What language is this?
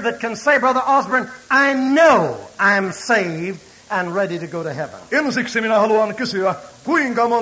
Finnish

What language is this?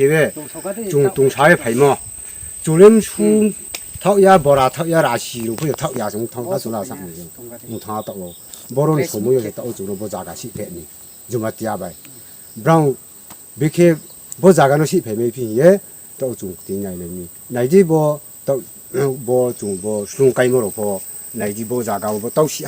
Riang (India)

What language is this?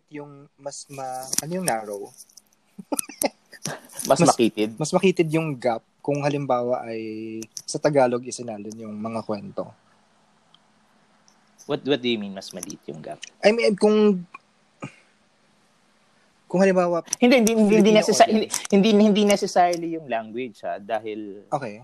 Filipino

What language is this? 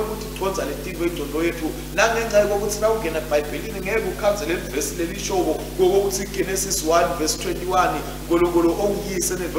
Swati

